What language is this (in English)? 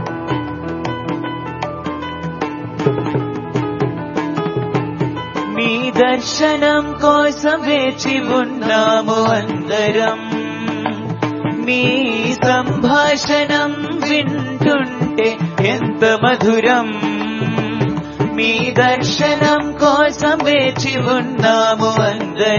Telugu